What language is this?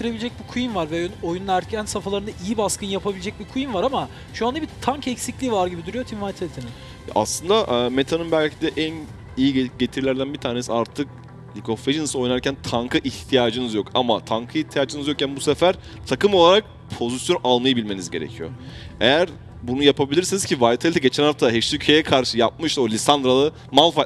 Turkish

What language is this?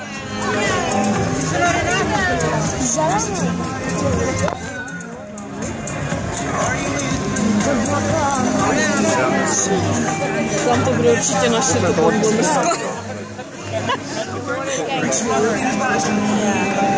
Czech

